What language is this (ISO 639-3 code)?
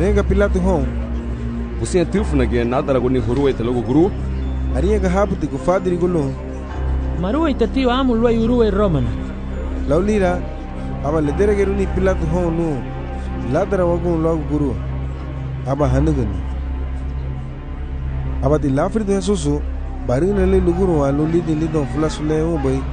cab